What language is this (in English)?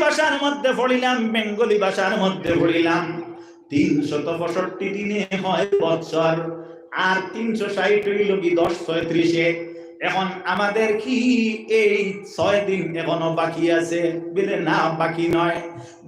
Sylheti